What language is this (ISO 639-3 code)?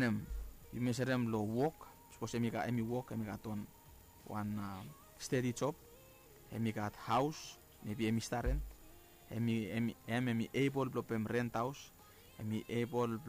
bis